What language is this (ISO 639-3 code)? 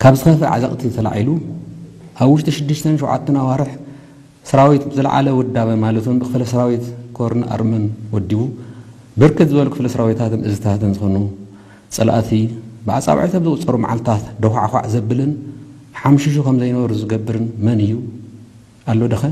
tir